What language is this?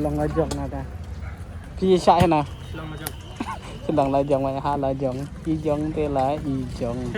Khasi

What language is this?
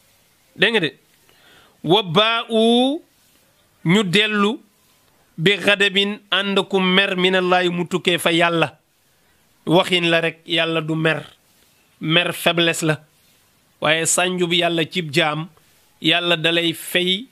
Wolof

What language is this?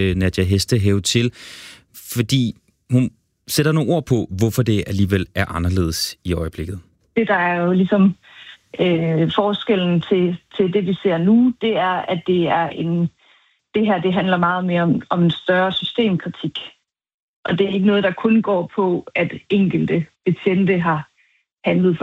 Danish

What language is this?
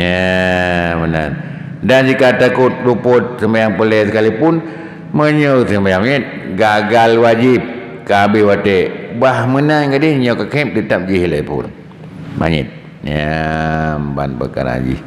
Achinese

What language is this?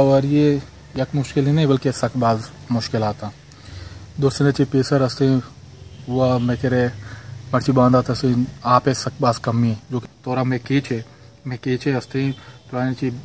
Baluchi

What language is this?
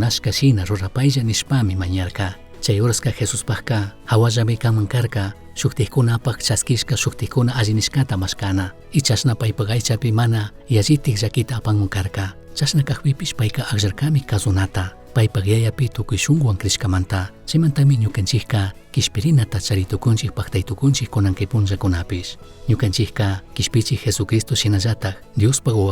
Chimborazo Highland Quichua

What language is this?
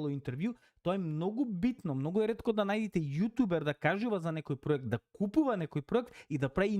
Macedonian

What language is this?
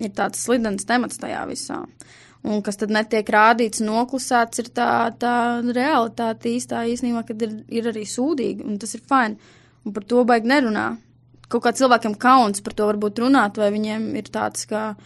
Latvian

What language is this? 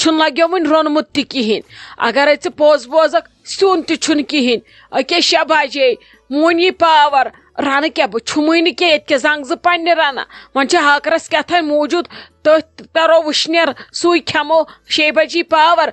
Kashmiri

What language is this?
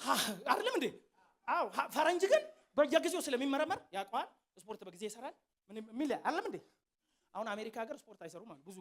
Amharic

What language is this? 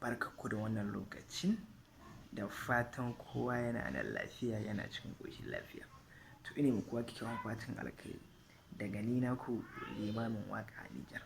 Hausa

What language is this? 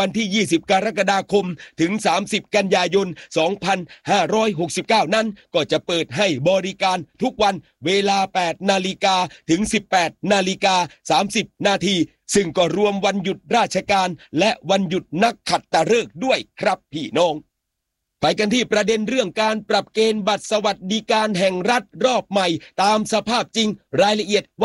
Thai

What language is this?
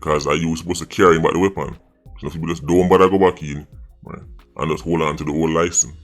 Jamaican Creole English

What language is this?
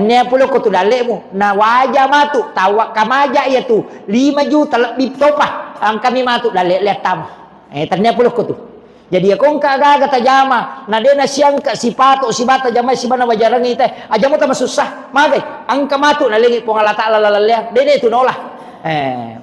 Buginese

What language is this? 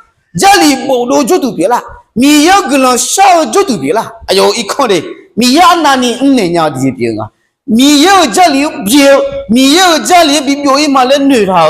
Akha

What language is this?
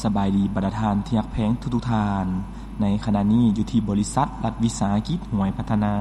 Lao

